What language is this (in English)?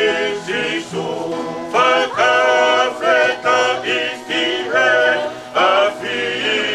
Tongan